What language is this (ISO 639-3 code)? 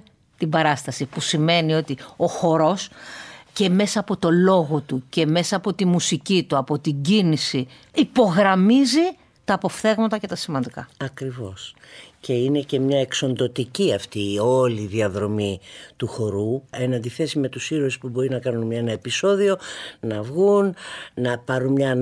ell